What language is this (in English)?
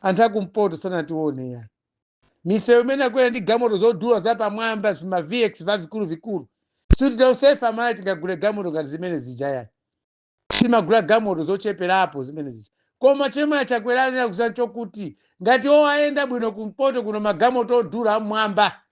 Nyanja